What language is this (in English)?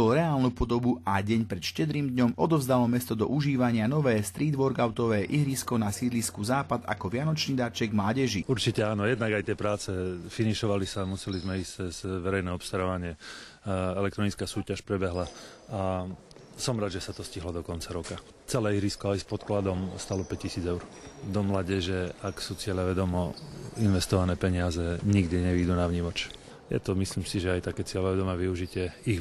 Slovak